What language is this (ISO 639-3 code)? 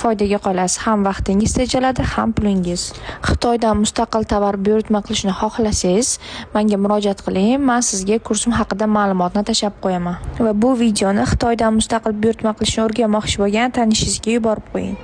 uzb